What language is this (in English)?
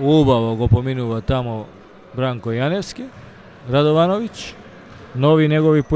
Macedonian